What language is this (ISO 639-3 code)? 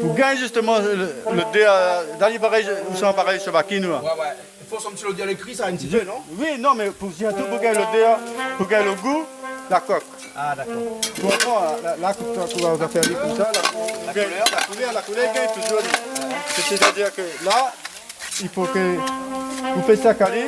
rcf